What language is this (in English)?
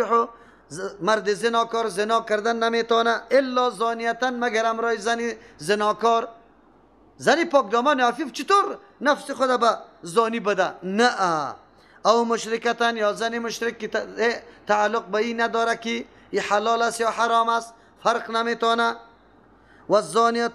Persian